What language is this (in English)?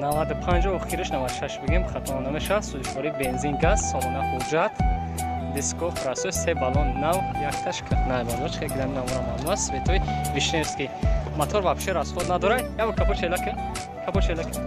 Tajik